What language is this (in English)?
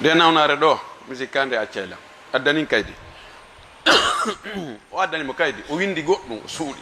Fula